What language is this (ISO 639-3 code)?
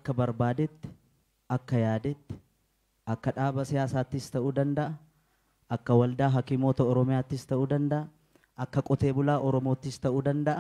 orm